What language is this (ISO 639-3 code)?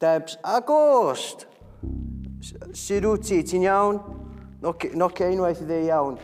cym